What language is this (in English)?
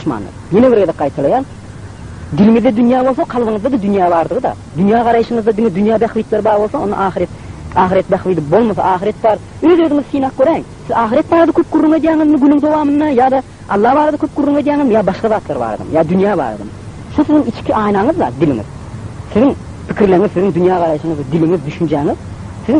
Turkmen